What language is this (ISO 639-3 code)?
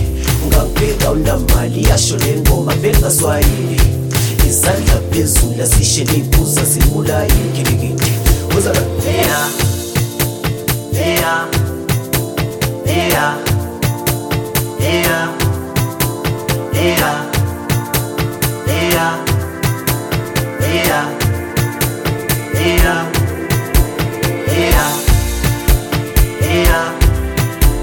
zul